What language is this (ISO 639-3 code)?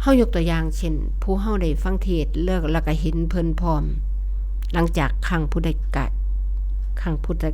tts